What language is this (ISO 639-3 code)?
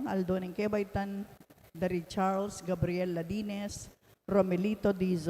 pam